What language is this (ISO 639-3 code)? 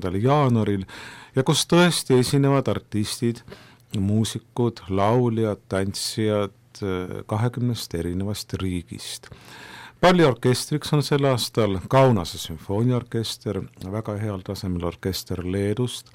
est